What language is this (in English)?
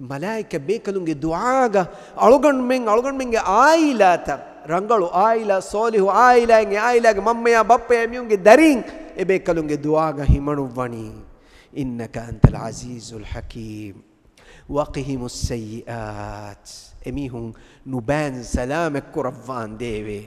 Divehi